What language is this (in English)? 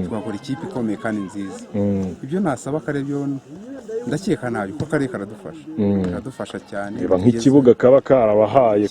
Kinyarwanda